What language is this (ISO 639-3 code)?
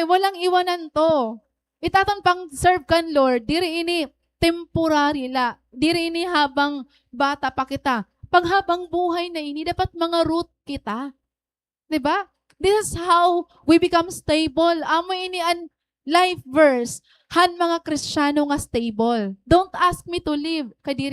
war